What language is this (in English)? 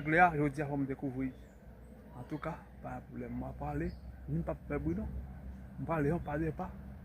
Haitian Creole